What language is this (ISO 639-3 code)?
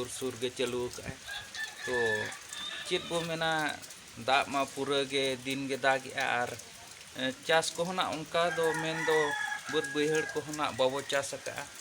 sat